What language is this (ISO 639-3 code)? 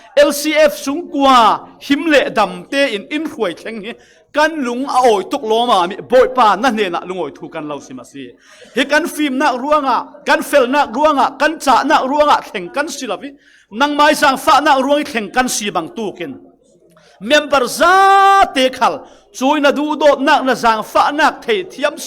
cfm